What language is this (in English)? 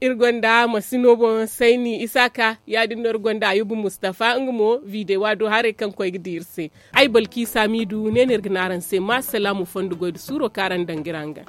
Zarma